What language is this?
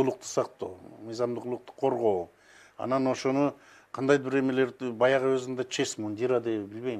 Kyrgyz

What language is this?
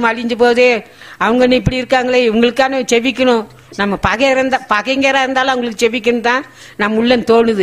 Tamil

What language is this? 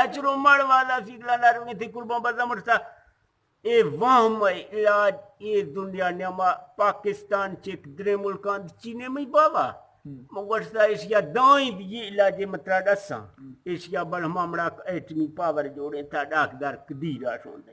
Eastern Balochi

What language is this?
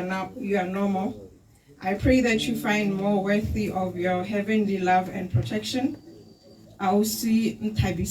Tswana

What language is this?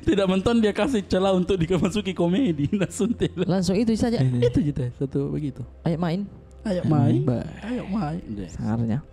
Makassar Malay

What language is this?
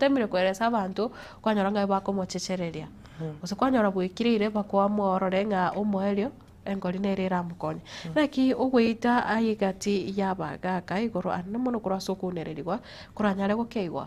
Gusii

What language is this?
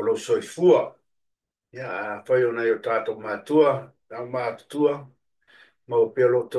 Samoan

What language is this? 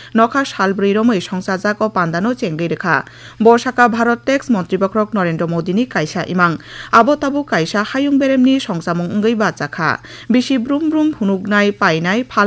Kok Borok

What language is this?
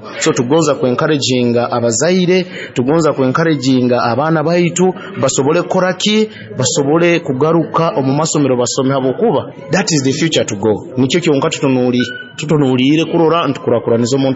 Nyoro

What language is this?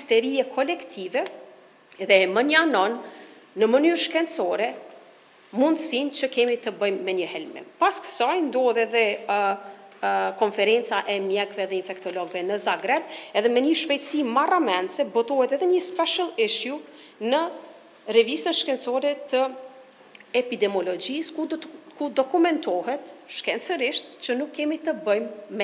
Albanian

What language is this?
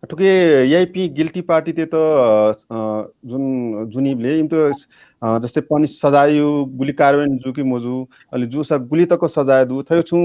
Newari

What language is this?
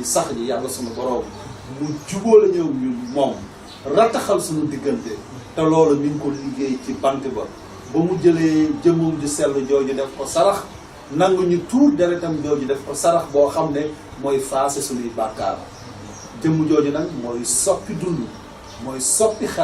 Wolof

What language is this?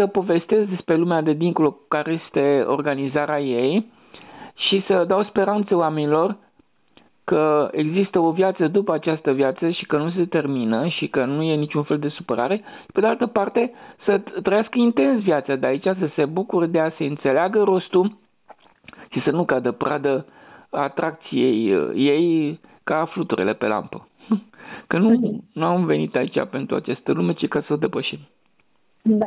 Romanian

